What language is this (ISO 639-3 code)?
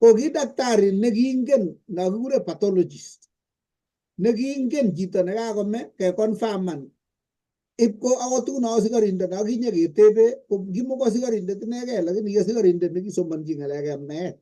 kln